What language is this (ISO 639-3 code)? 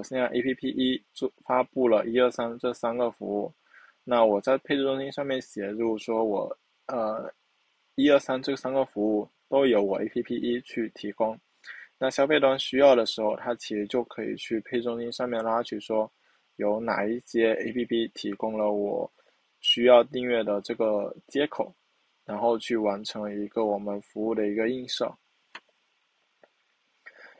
zho